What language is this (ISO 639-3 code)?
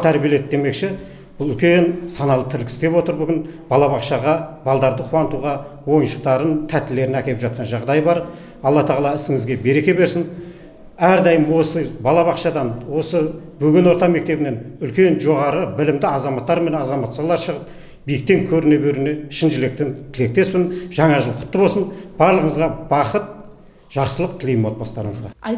kaz